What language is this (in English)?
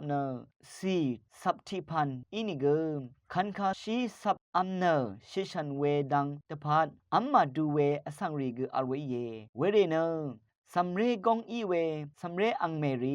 Rawang